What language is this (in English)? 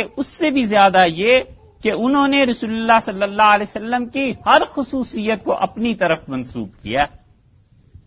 Urdu